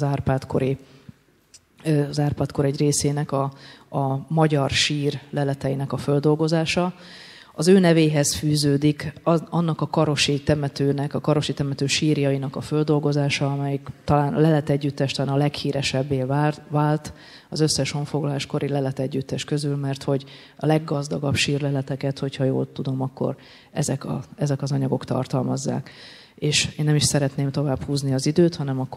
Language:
Hungarian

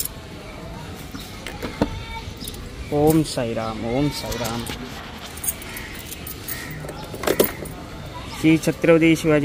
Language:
Marathi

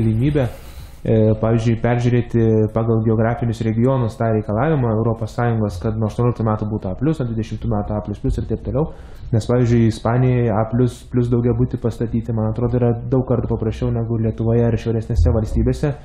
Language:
Lithuanian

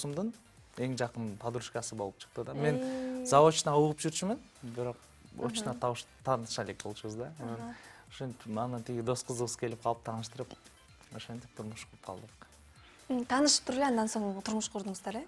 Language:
Kyrgyz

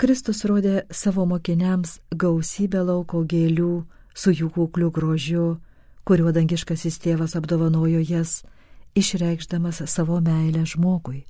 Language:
Lithuanian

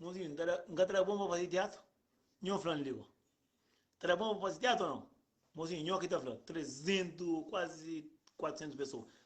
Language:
Kabuverdianu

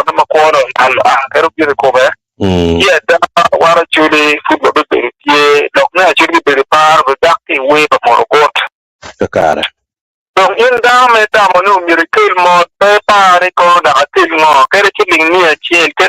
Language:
Acoli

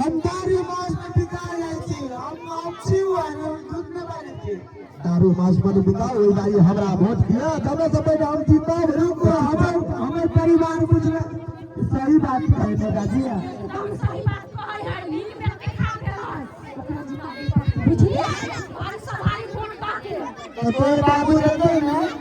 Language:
Maithili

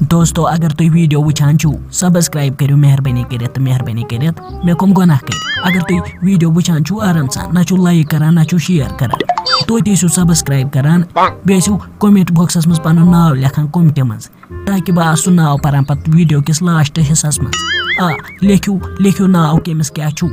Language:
Kashmiri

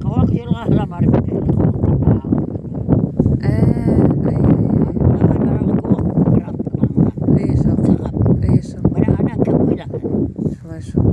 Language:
Bashkir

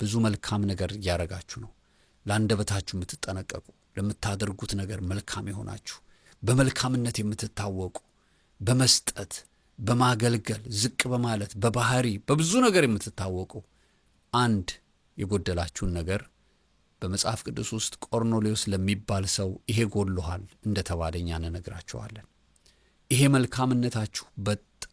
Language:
Amharic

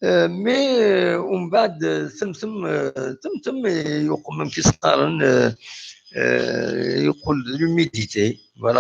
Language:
Kabyle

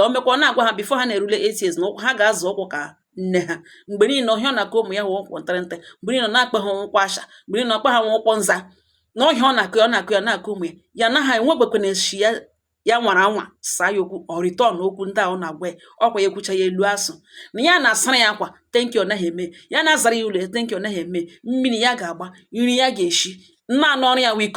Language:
Igbo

